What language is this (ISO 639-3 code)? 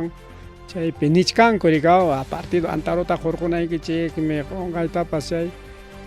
quy